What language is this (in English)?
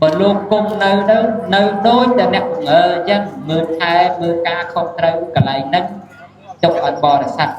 Khmer